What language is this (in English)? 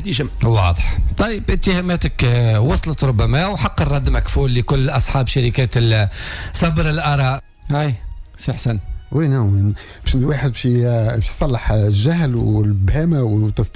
Tunisian Arabic